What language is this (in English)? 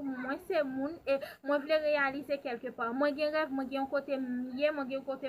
Haitian Creole